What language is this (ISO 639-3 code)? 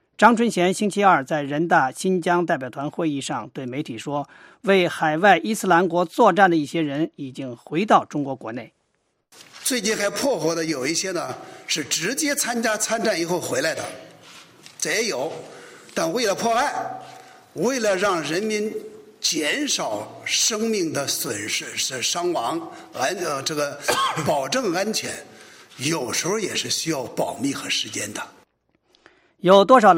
zho